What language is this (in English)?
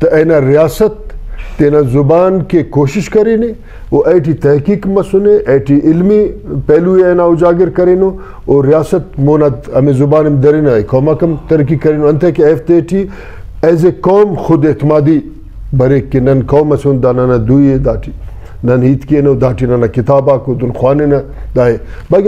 Brahui